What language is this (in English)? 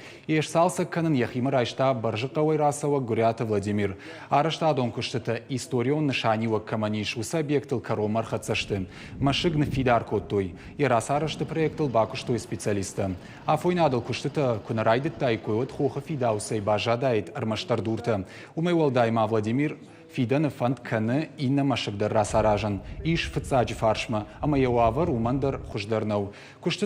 Ossetic